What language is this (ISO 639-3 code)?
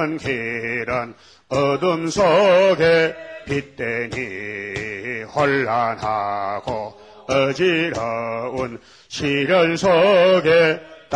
kor